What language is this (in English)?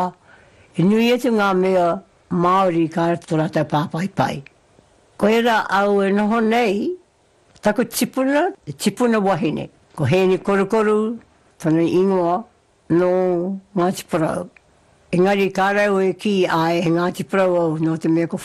Māori